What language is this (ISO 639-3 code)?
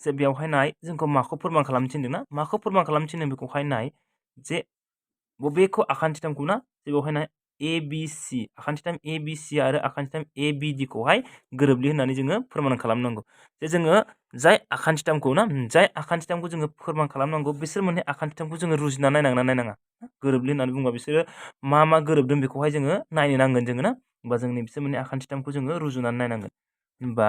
brx